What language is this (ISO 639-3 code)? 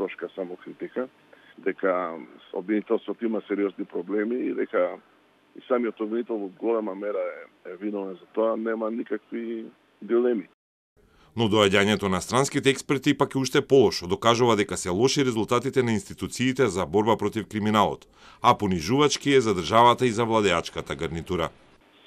mkd